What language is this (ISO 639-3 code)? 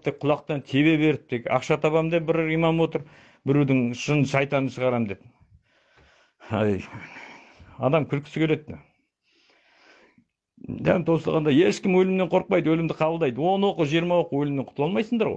kaz